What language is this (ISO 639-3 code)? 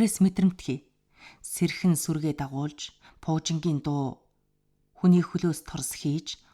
mon